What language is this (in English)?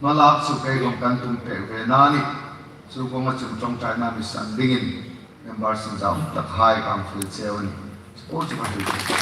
Hmar